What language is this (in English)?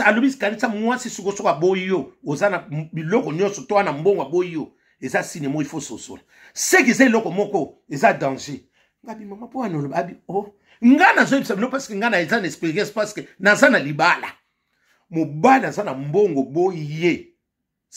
Lingala